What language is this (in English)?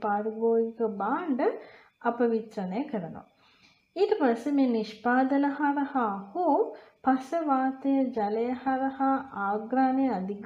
Sinhala